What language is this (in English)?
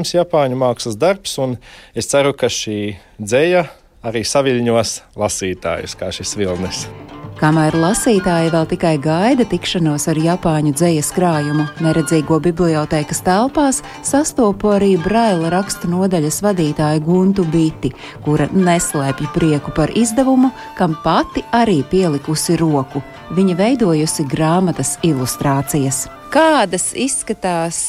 Latvian